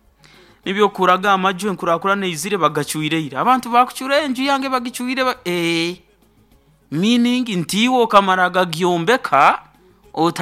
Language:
Nyoro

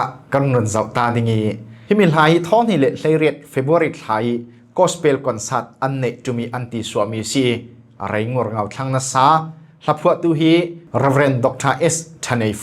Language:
Falam Chin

